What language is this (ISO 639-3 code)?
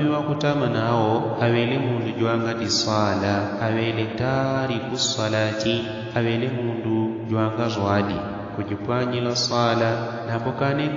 yao